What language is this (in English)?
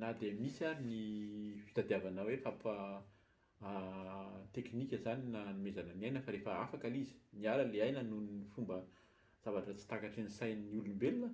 Malagasy